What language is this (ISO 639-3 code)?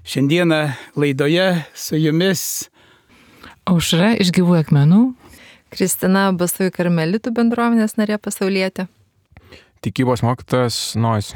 lit